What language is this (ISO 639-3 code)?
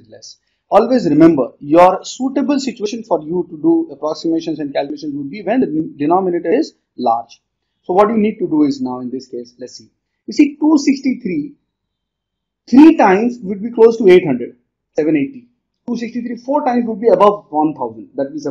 eng